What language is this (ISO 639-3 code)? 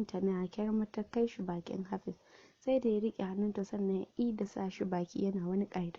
hau